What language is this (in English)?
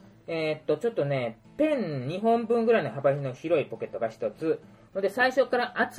Japanese